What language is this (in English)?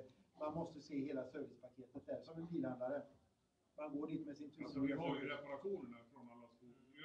Swedish